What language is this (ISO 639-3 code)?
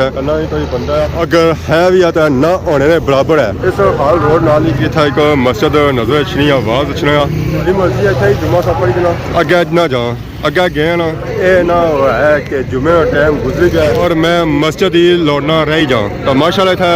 phr